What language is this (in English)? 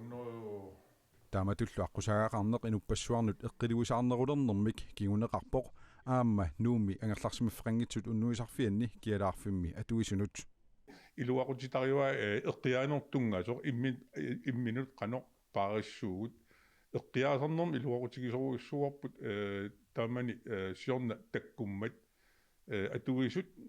Kalaallisut